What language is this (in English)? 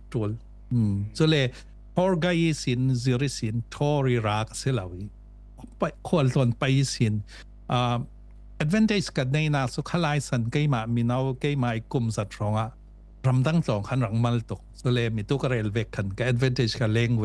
Falam Chin